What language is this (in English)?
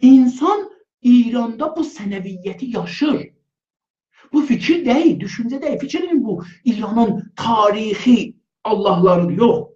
South Azerbaijani